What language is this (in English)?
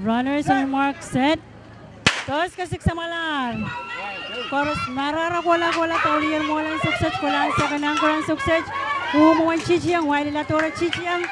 Pohnpeian